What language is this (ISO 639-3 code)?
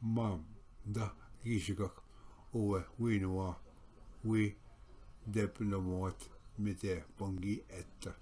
oji